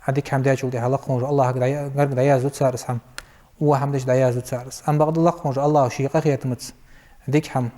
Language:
Ingush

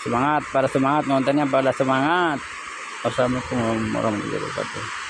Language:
Sundanese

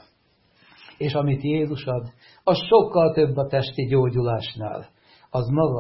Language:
Hungarian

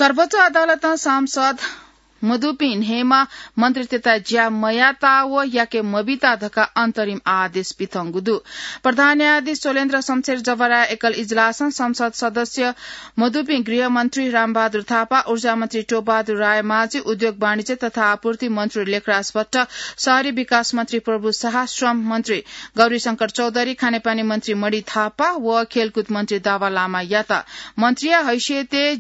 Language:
Newari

